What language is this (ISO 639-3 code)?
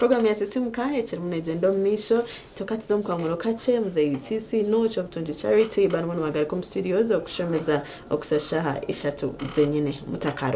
nyn